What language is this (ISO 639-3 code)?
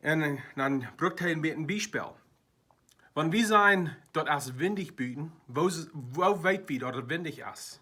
pdt